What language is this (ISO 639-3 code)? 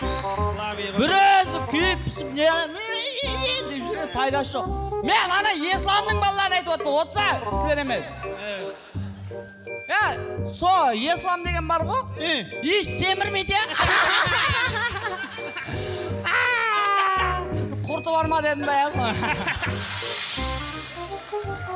kaz